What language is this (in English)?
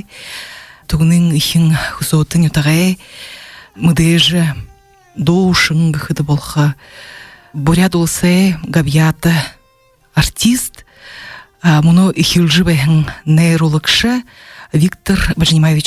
Buriat